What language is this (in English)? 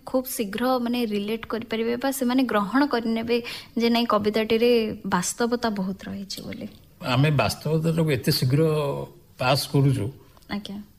Odia